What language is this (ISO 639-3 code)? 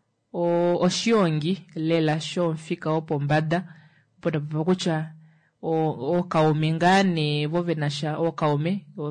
kua